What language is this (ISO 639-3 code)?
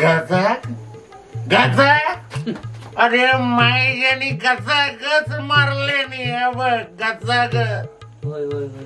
kok